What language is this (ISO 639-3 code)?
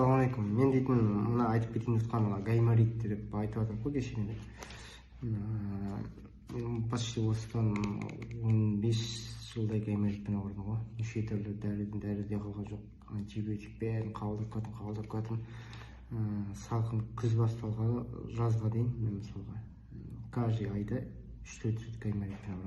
kaz